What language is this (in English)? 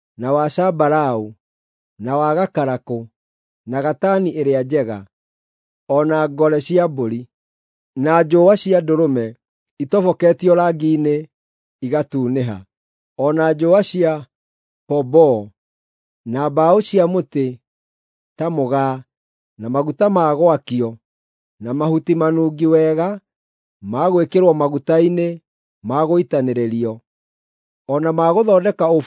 Kikuyu